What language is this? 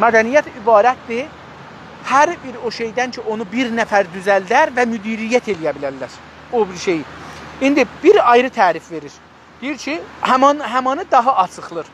South Azerbaijani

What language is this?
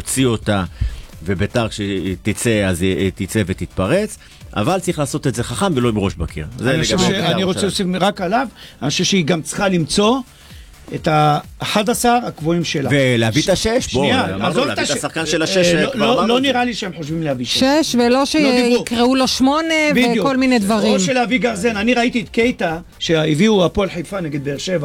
Hebrew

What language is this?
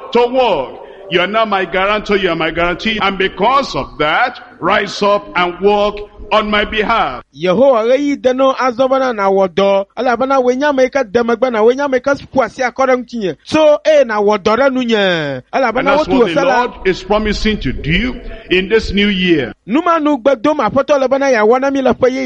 Ewe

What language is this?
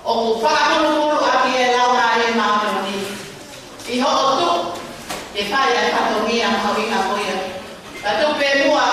Tongan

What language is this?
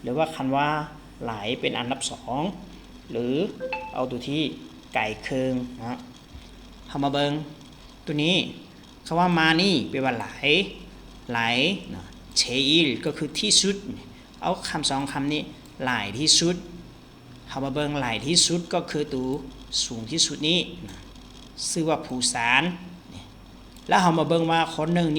Lao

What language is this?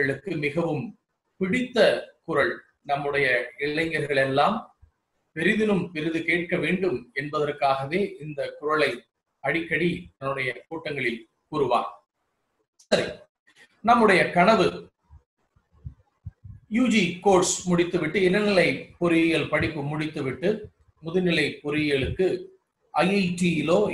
Tamil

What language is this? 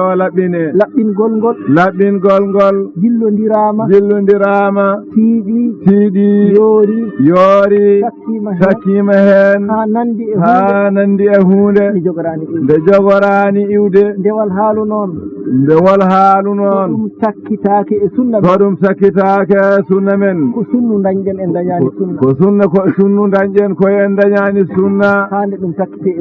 Fula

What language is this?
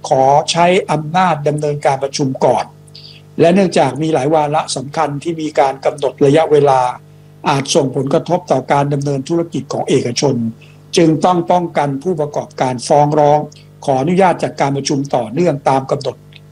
Thai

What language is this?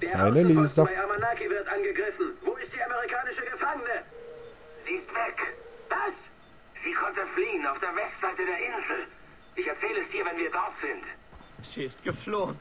Swiss German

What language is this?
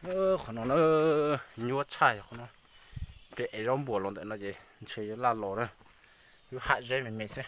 Hmong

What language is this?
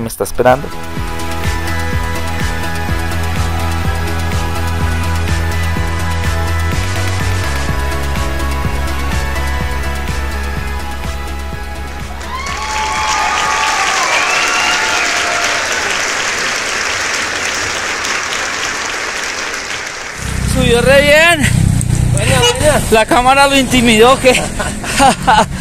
Spanish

